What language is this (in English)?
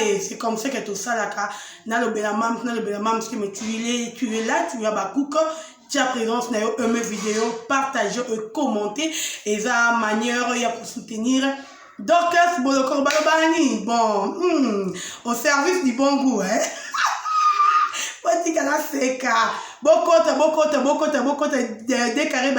Lingala